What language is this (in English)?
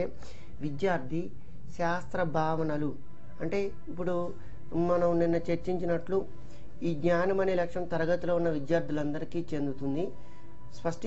Telugu